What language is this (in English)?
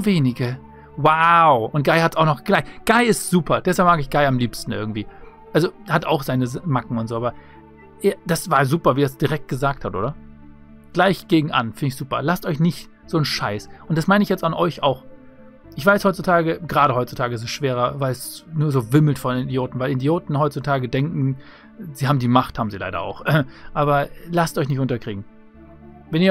German